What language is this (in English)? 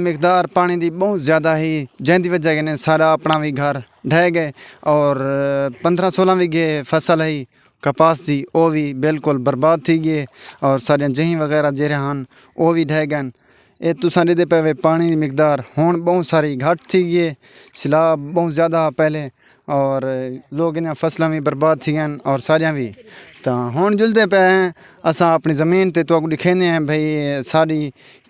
Saraiki